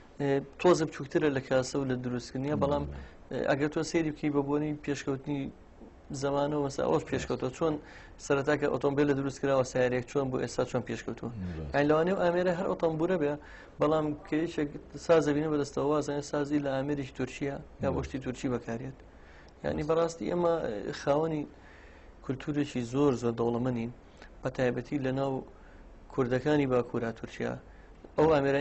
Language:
Central Kurdish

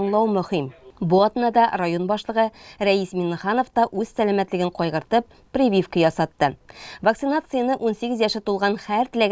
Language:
Tatar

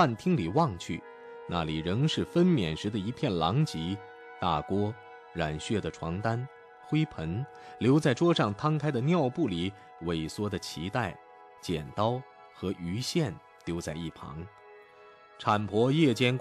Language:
Chinese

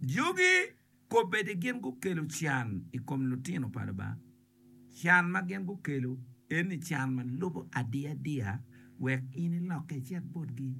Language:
Acoli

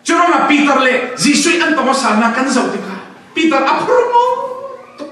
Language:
Falam Chin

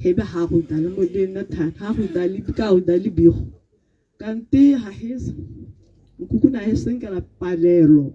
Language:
Tswana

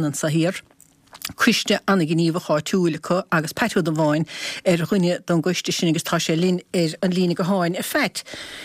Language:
Irish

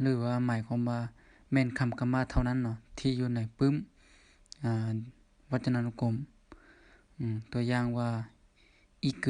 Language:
Lao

